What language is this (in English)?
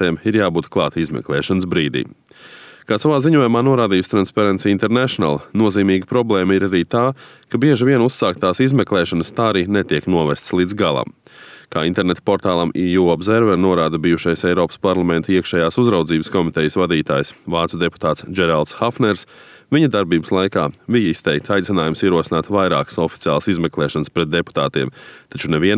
Latvian